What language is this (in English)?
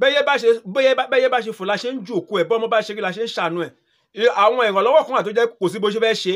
Yoruba